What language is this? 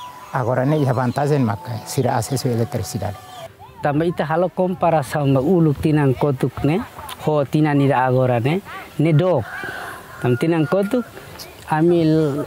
Tetum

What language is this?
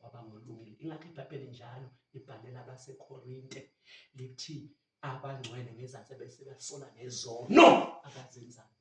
Zulu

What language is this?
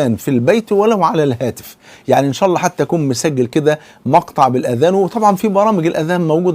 Egyptian Arabic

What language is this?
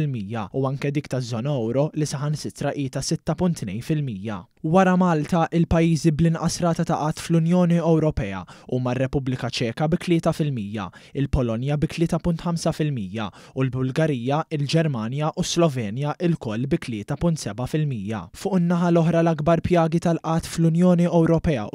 Maltese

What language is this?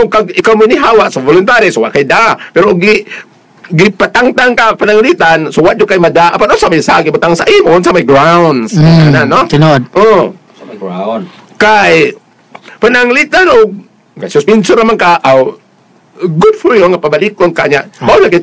Cebuano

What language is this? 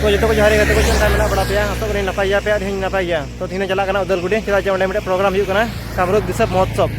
Santali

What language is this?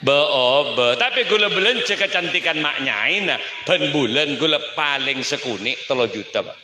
Madurese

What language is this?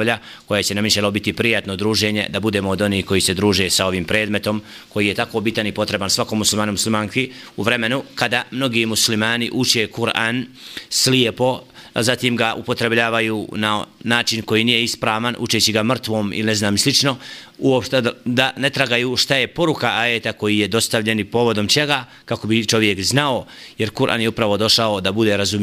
Bosnian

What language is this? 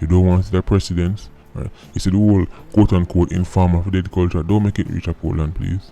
Jamaican Creole English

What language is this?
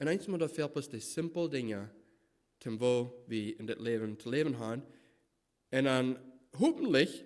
Plautdietsch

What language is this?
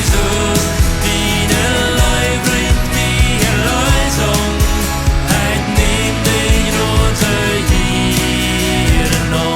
Plautdietsch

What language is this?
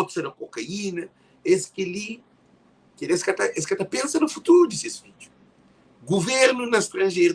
Kabuverdianu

